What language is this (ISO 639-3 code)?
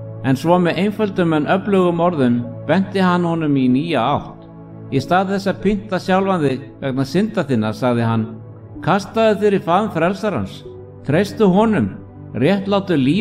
isl